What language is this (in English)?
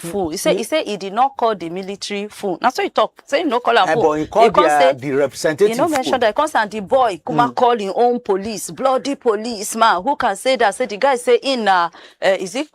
Nigerian Pidgin